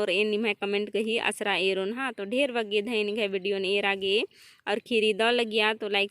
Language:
Kurukh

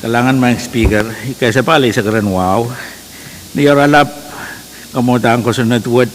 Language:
Pohnpeian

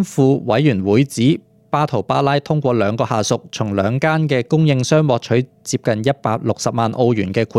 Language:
Cantonese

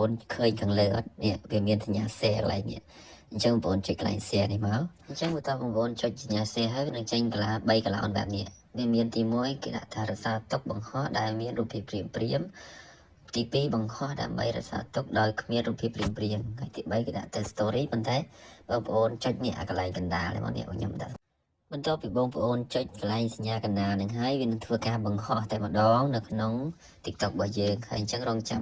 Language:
Khmer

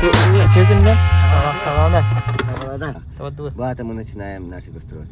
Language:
Yakut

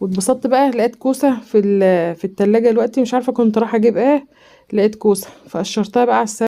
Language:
Egyptian Arabic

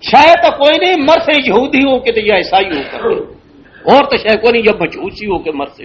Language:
Western Panjabi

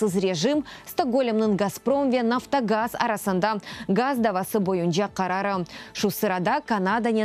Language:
Crimean Tatar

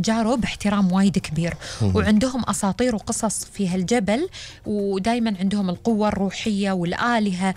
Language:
Gulf Arabic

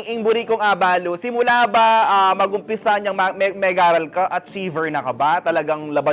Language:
Pampanga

